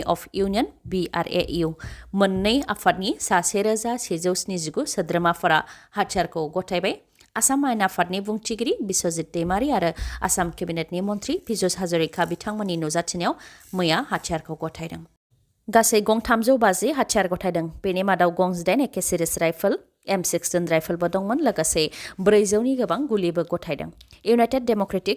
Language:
Bodo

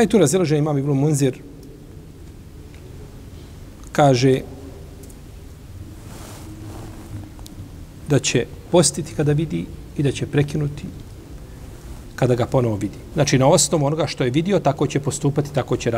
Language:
Bosnian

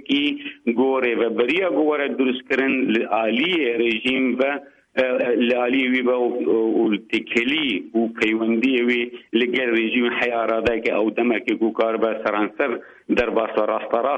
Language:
Kurdish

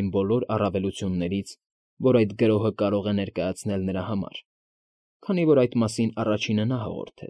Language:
Armenian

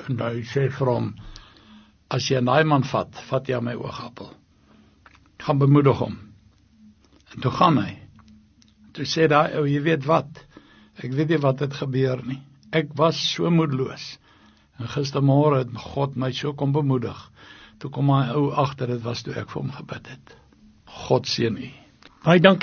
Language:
Afrikaans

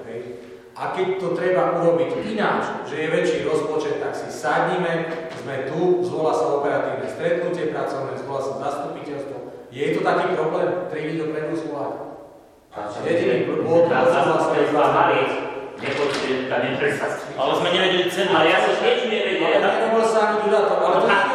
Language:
Slovak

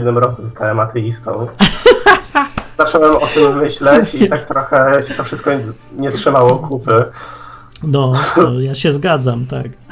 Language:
Polish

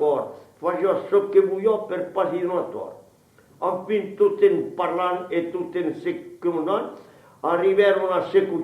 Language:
Occitan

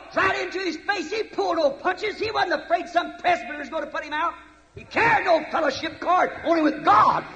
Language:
Bemba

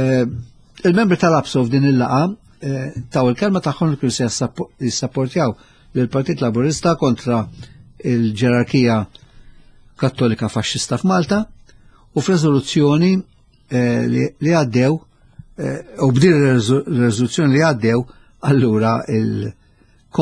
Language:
Maltese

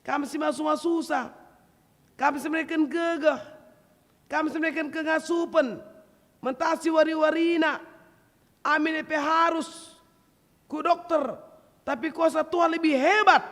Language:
Batak Karo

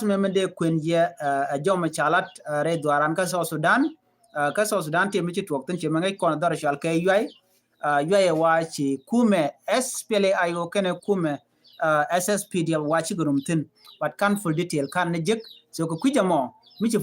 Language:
Nuer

